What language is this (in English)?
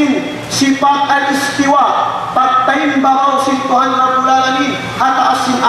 Tausug